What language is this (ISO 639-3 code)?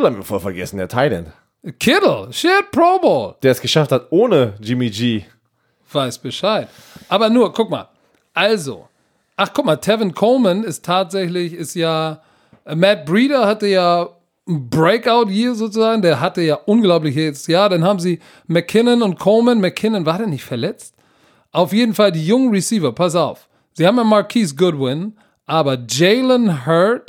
deu